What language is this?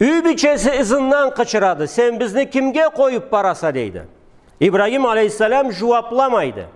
Karachay-Balkar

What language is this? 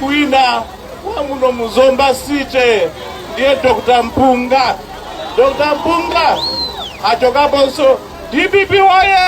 Nyanja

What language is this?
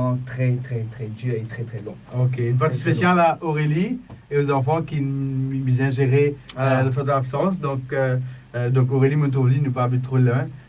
Morisyen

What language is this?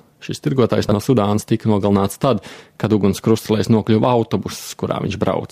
Latvian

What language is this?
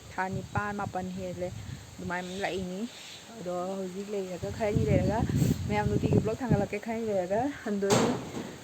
Manipuri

